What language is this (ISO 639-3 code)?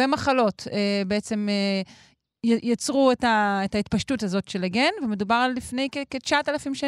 heb